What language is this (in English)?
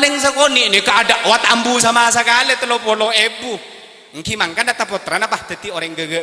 Madurese